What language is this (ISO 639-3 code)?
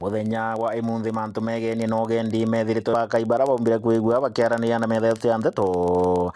mer